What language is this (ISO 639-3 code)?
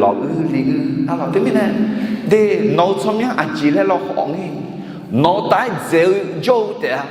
ahk